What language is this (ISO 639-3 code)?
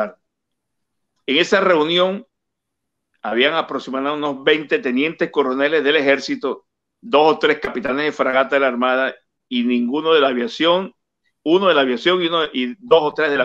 spa